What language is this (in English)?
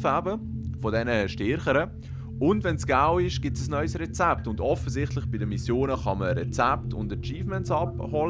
Swiss German